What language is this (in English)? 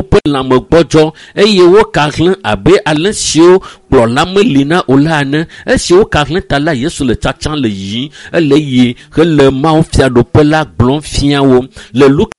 Ewe